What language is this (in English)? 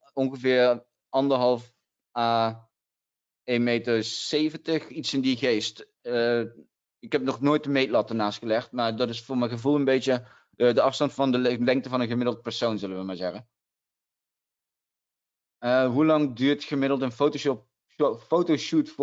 Dutch